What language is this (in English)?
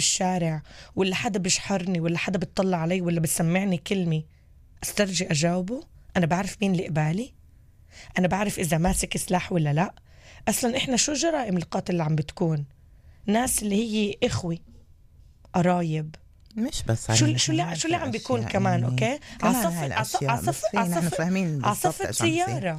North Levantine Arabic